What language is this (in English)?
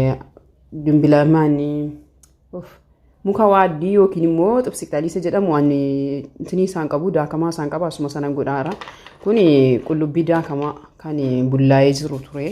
Oromo